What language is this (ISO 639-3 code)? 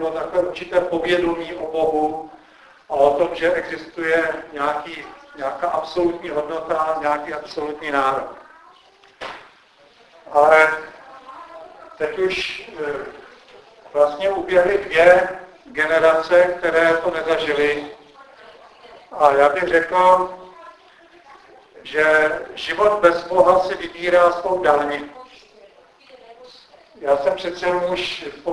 ces